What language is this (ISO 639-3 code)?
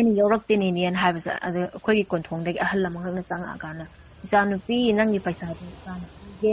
mni